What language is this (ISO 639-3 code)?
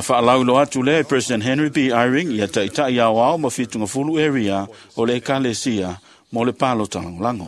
smo